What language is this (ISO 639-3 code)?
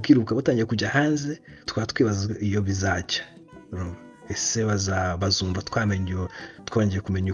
kin